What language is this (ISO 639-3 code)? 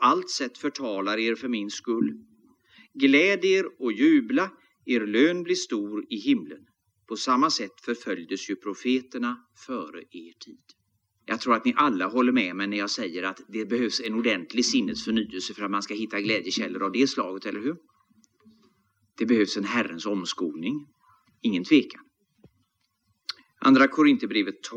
swe